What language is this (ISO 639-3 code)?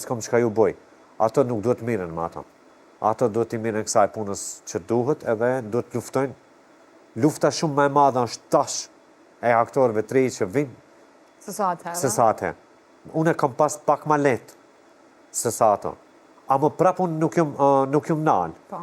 sqi